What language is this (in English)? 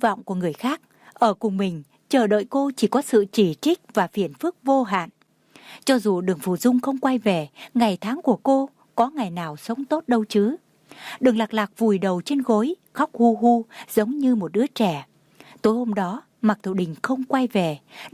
Vietnamese